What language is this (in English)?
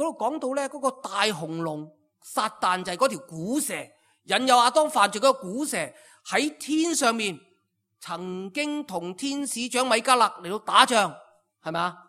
Cantonese